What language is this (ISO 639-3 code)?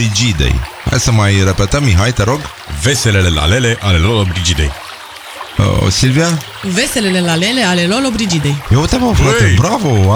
ron